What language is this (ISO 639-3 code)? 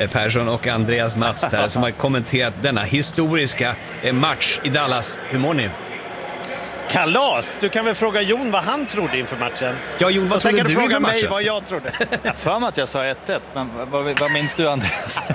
swe